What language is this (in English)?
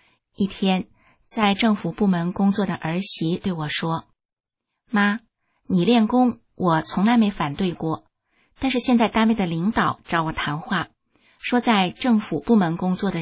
Chinese